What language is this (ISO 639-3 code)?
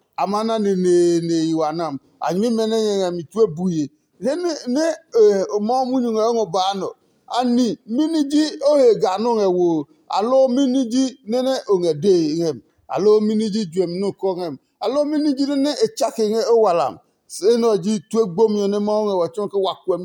ada